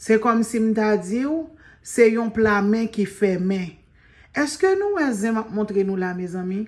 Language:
Haitian Creole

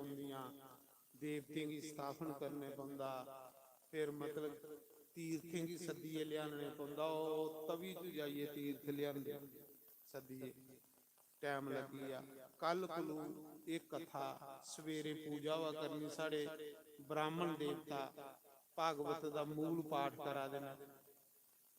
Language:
Dogri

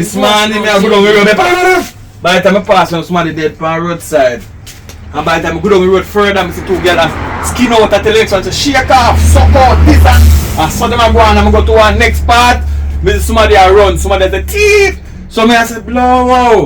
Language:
Jamaican Creole English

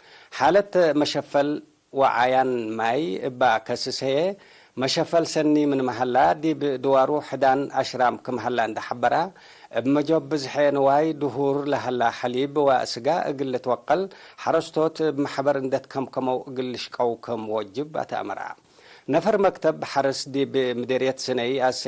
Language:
Tigre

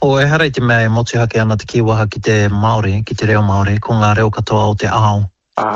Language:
Māori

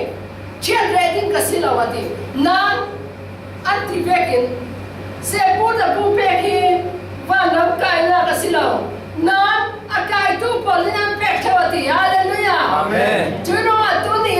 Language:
Falam Chin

